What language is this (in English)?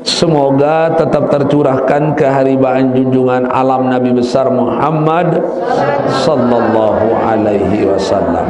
Sasak